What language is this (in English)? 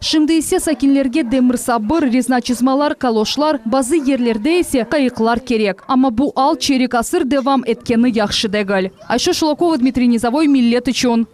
Crimean Tatar